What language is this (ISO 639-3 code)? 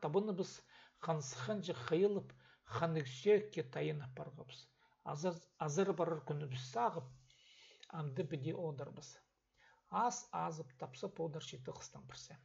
kjh